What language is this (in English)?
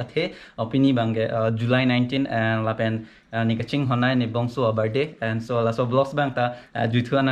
Karbi